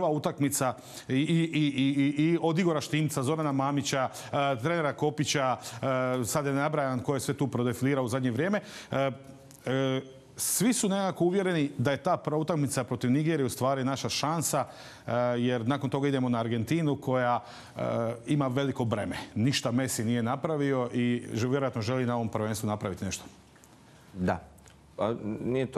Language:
Croatian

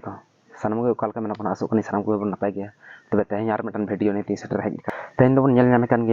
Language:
Santali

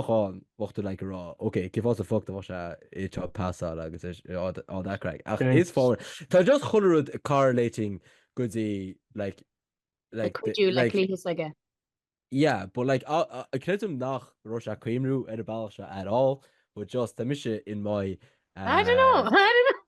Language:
Irish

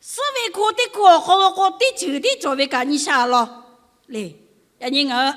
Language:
Lahu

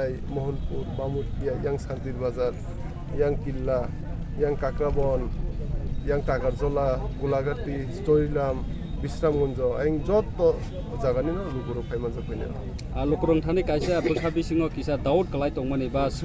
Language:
Kok Borok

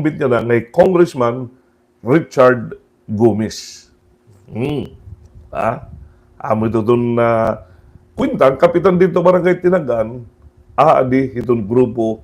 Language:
Waray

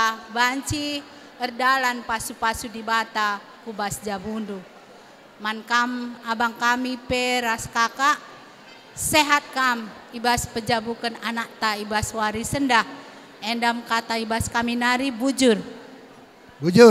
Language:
Batak Karo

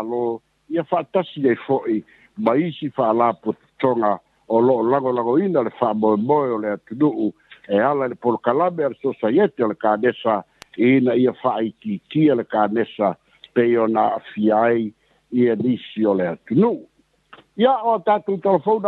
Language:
Samoan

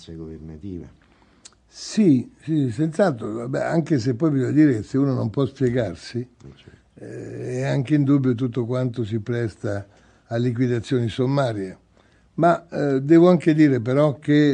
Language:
Italian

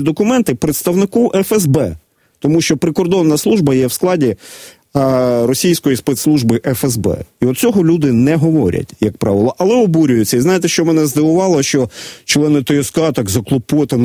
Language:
Ukrainian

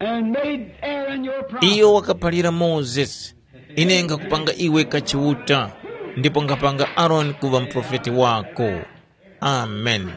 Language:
Tumbuka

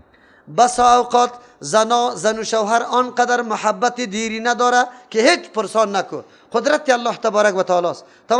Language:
Persian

